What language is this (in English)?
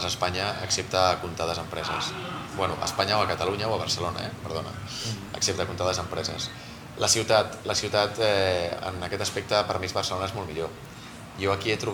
Catalan